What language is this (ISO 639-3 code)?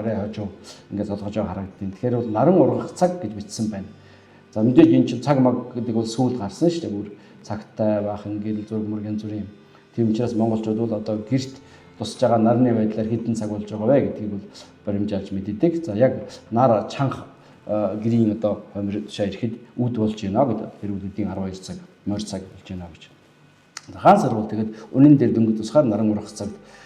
mon